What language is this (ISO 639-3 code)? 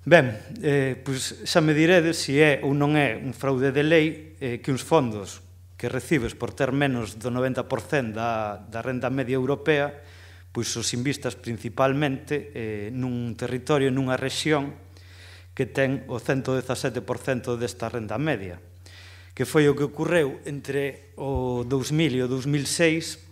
glg